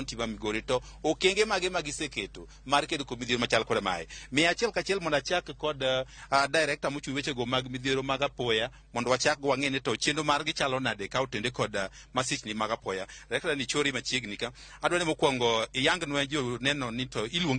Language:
Luo (Kenya and Tanzania)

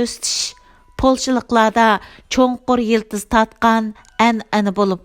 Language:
Uyghur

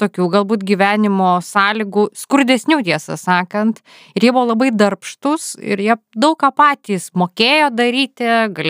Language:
Lithuanian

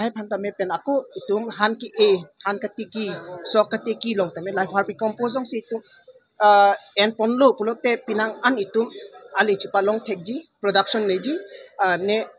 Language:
Karbi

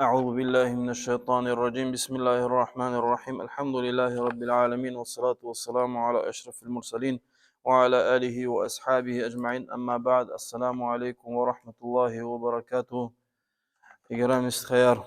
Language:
Lezghian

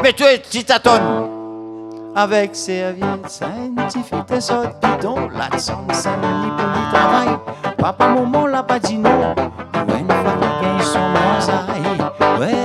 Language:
Réunion Creole French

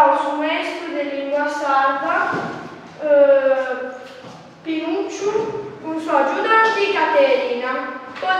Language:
Sardinian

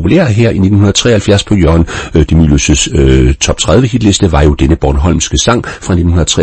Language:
Danish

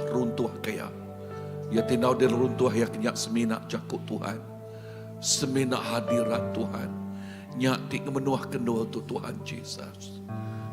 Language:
Iban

